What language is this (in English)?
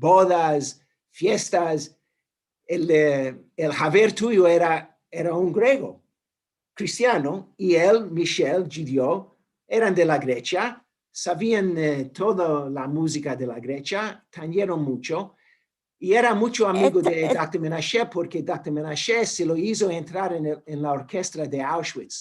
Ladino